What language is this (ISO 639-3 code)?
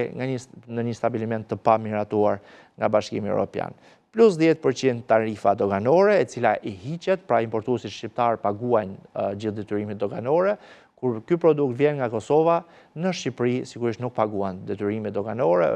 sqi